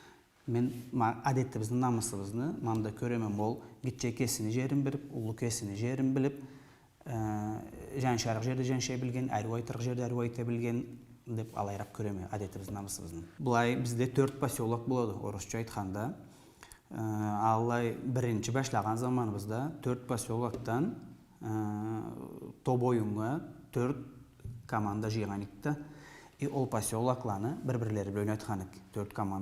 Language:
Karachay-Balkar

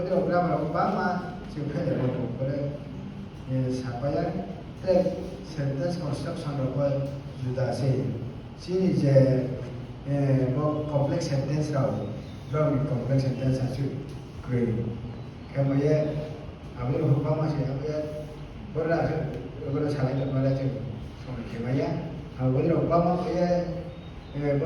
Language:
Riang (India)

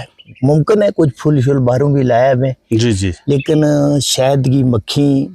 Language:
Gujari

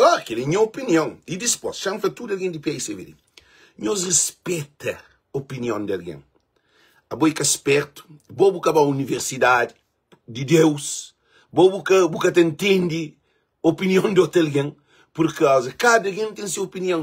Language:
Kabuverdianu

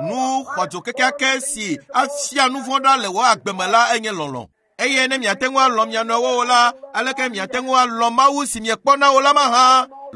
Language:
Ewe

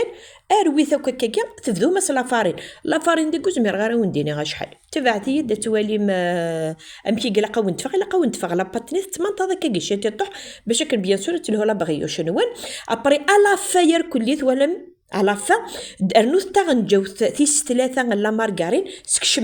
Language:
Kabyle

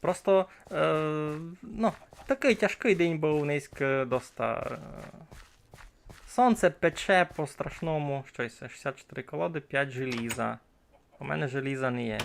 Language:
Rusyn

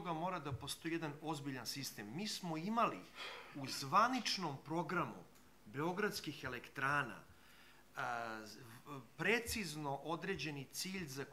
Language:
Serbian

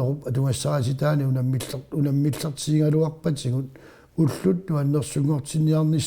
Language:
Kalaallisut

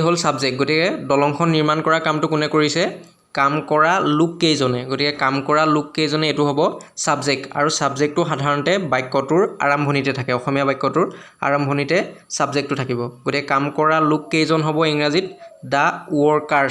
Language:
Assamese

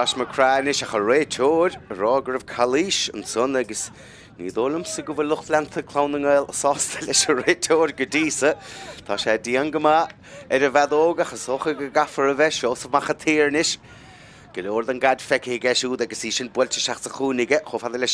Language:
Irish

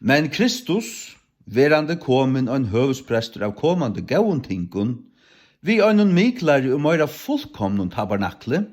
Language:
Faroese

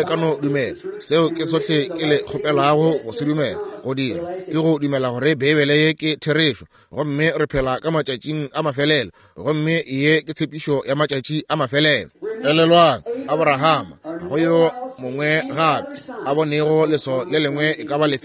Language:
Northern Sotho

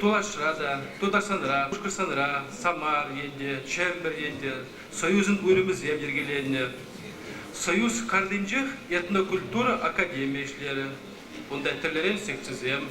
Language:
Chuvash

